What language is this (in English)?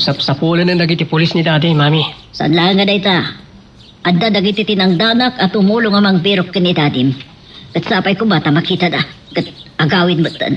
Iloko